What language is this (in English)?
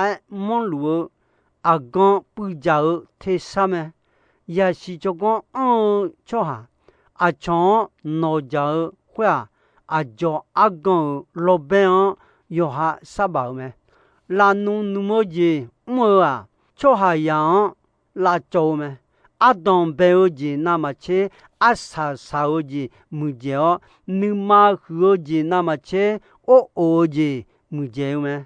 Akha